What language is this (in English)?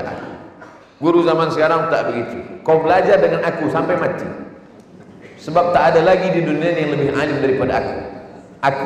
Malay